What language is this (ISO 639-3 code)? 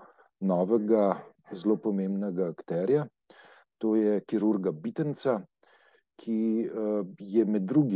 slv